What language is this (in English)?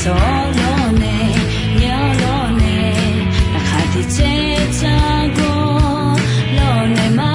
Akha